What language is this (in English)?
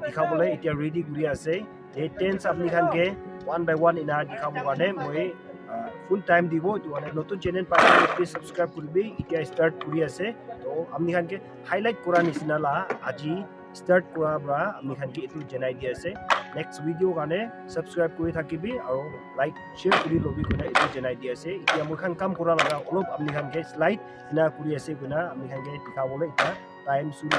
Naga Pidgin